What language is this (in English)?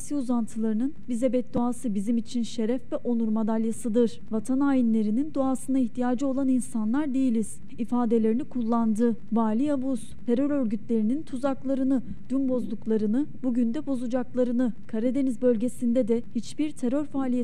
Turkish